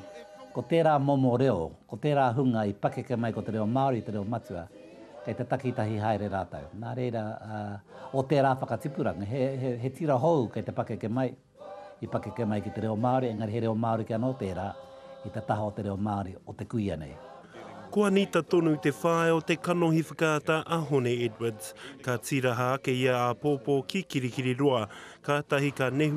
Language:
Māori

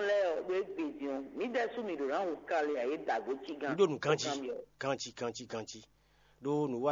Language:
Fon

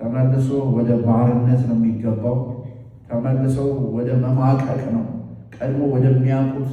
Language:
Amharic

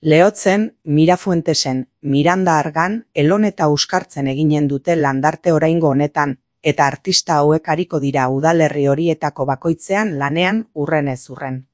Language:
Basque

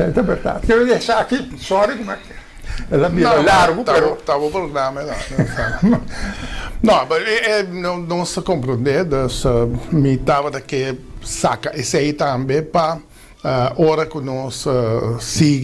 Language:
Papiamento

